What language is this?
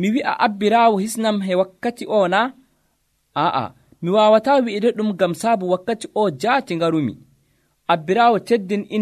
Nigerian Fulfulde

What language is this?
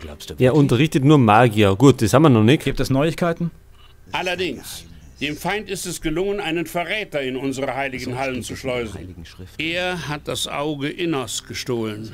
Bavarian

